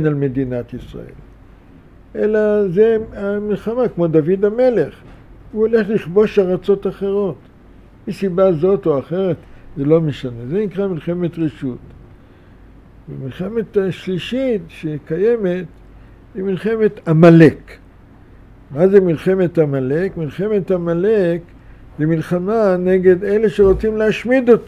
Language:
Hebrew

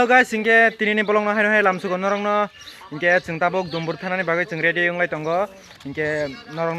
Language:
Kok Borok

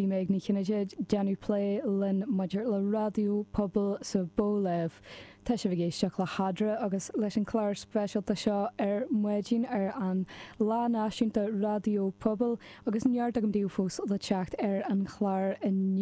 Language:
Irish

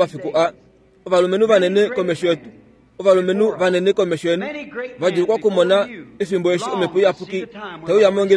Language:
Kuanyama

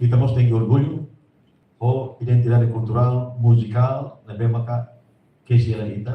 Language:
Tetum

